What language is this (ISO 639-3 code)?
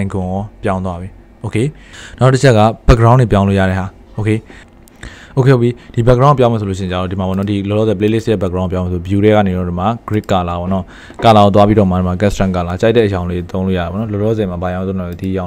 mya